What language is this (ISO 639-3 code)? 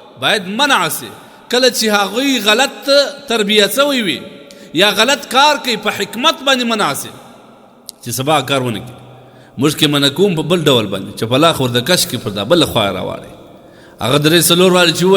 pus